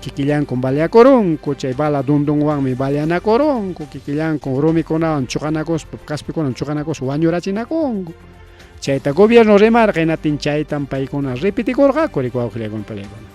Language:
Ayacucho Quechua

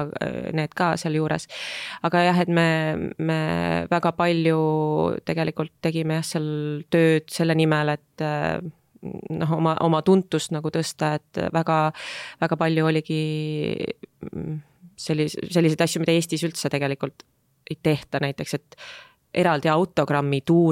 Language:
Estonian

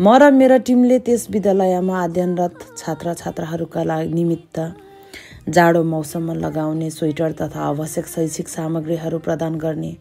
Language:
Nepali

